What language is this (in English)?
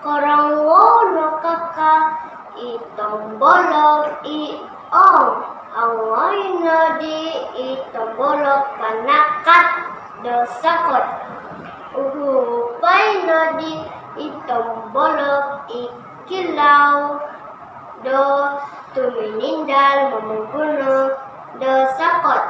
Central Dusun